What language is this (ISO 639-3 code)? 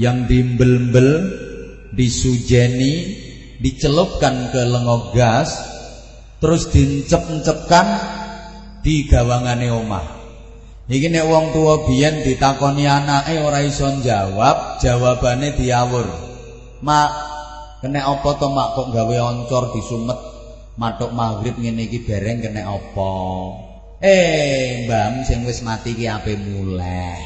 jav